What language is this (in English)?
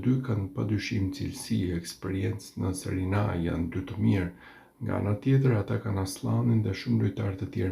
Albanian